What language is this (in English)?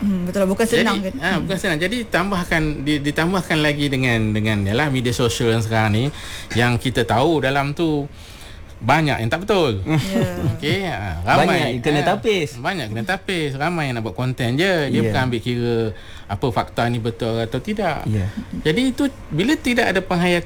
Malay